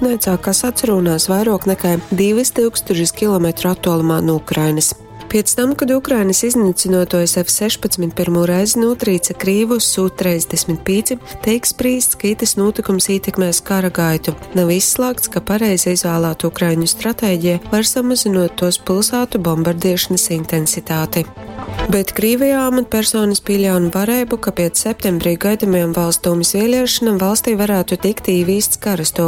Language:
Latgalian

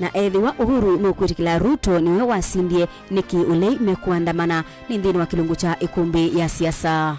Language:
Kamba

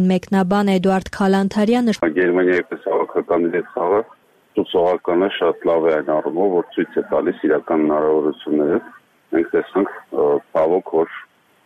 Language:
Armenian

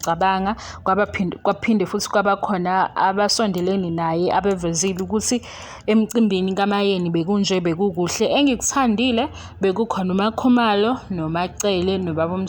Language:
Zulu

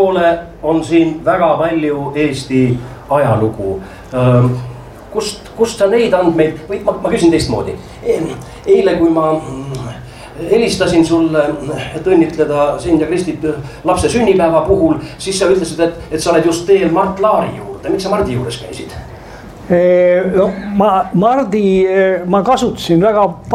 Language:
Estonian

